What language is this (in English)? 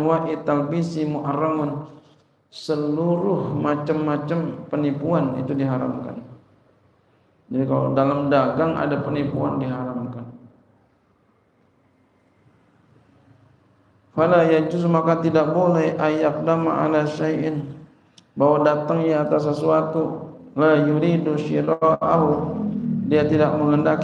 Indonesian